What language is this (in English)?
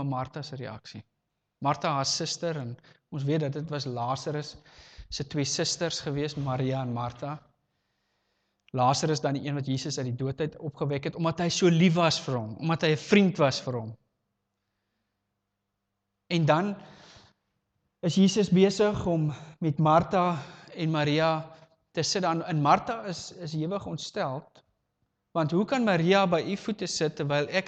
Afrikaans